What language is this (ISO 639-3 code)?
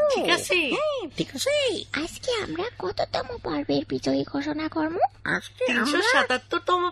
ben